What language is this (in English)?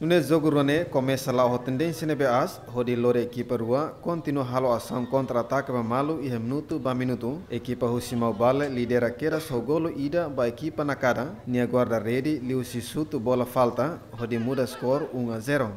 Tetum